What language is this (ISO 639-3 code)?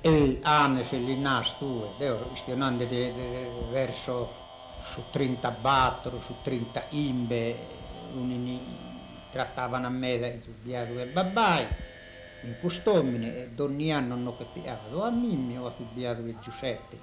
srd